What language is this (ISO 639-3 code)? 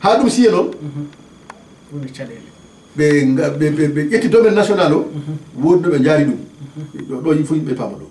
ful